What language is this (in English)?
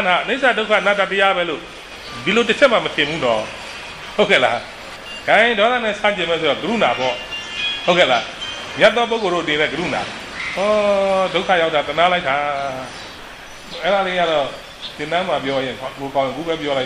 Burmese